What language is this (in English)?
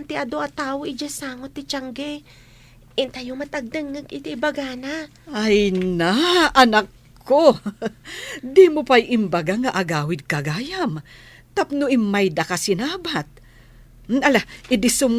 Iloko